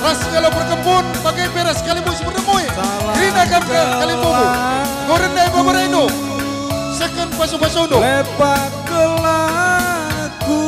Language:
Batak Karo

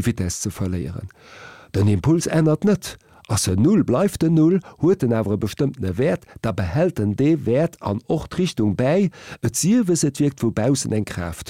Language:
Luxembourgish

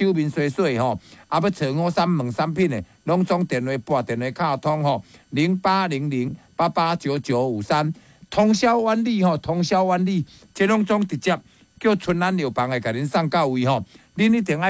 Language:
Min Nan Chinese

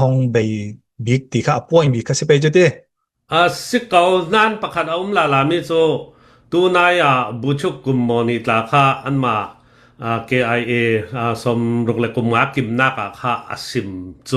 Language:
Hakha Chin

